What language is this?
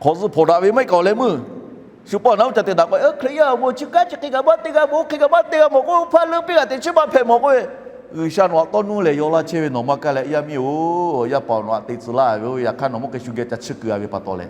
Lahu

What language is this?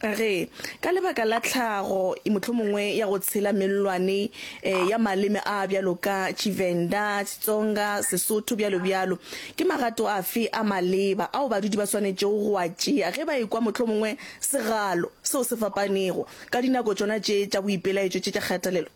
Northern Sotho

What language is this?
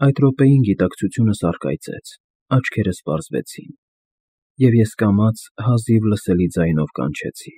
Armenian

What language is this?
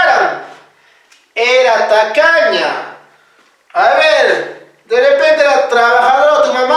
Quechua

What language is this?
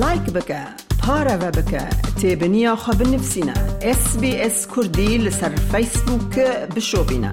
Kurdish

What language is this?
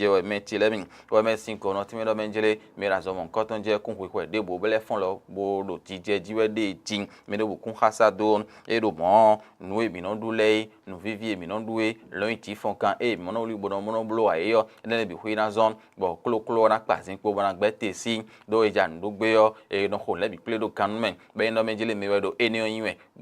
Fon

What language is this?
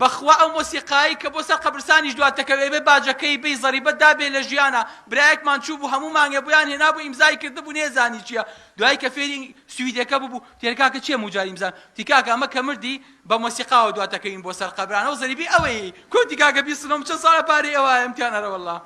Central Kurdish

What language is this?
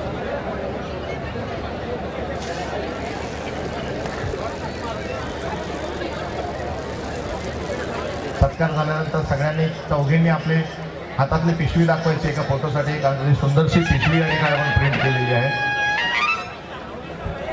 Marathi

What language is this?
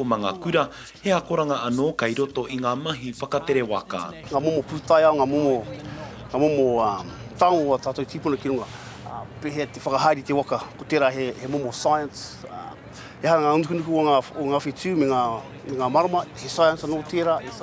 Māori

